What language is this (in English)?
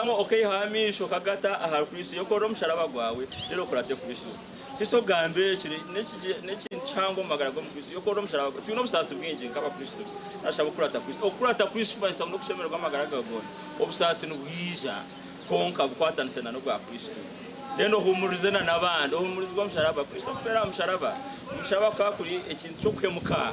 Nyankole